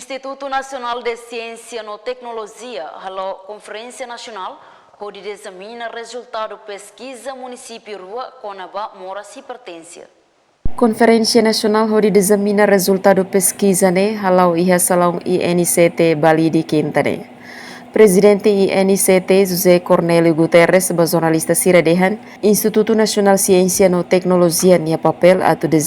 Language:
Tetum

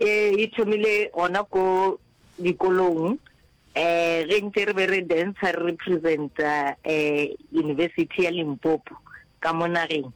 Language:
Northern Sotho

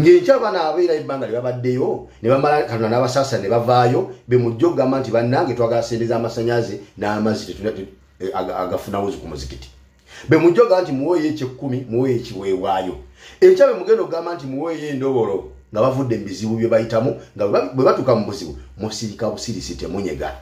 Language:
Ganda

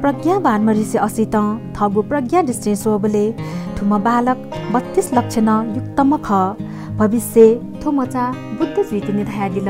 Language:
Newari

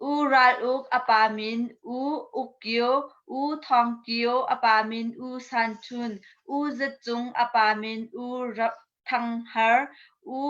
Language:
Hakha Chin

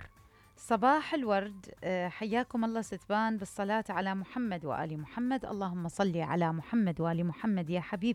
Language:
Mesopotamian Arabic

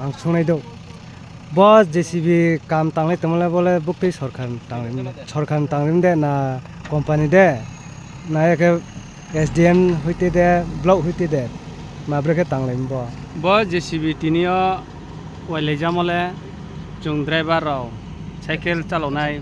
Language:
Riang (India)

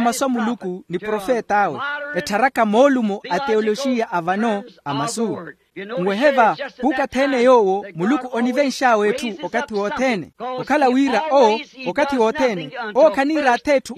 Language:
Makhuwa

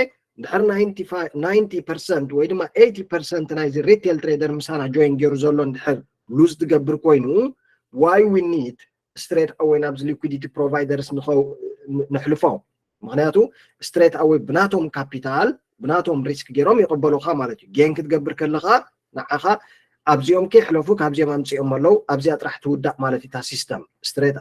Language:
Tigrinya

